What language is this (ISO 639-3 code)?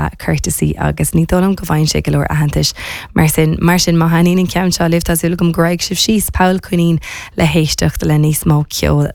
gle